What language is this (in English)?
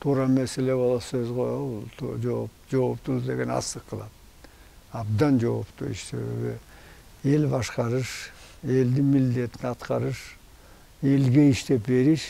Kyrgyz